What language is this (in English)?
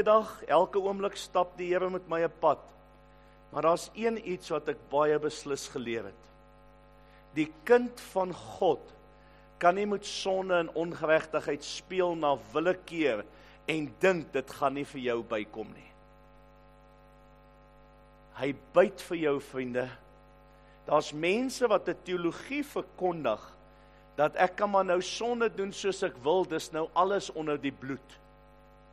Afrikaans